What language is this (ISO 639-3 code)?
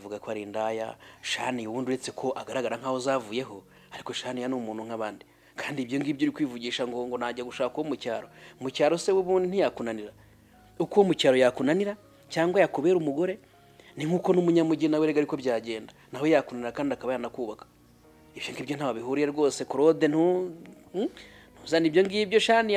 kin